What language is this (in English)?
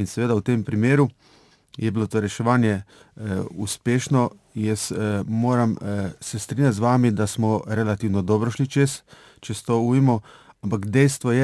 Slovenian